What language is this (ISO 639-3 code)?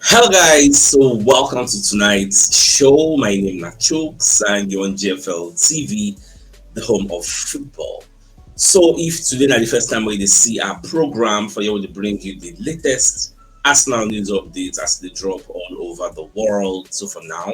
pcm